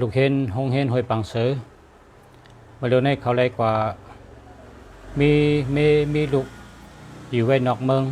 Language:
Shan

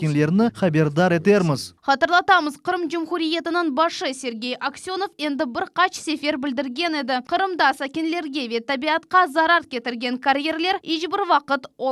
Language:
Crimean Tatar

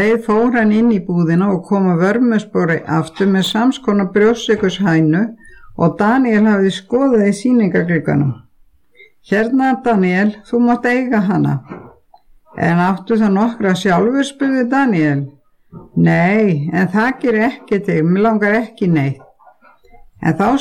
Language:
Icelandic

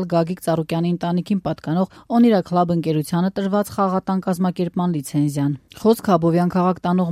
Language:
Armenian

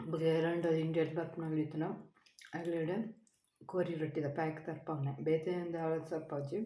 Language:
Tulu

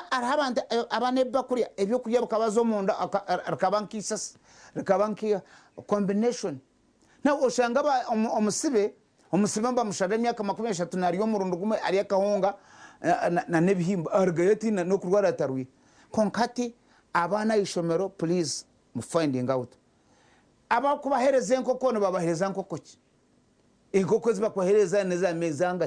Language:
Nyankole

